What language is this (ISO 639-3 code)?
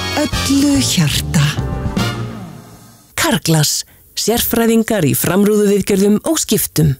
isl